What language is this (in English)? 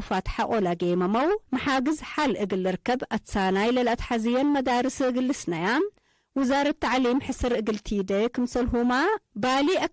Tigre